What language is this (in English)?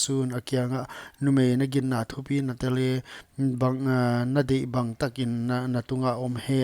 Paite Chin